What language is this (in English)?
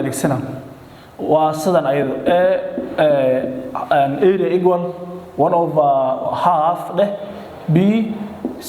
Somali